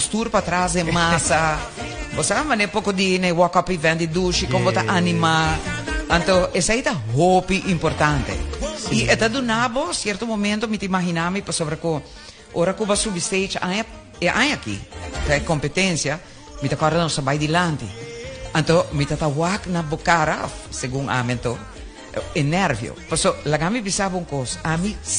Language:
Papiamento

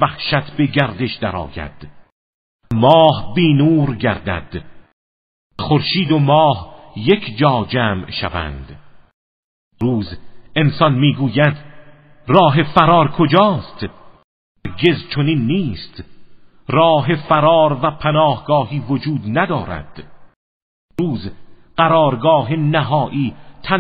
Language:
Persian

